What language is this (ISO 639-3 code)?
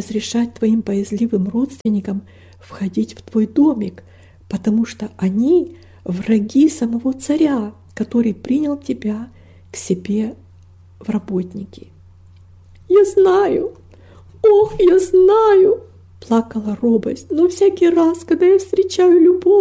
rus